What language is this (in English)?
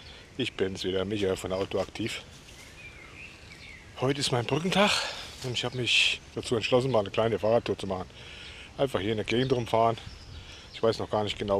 German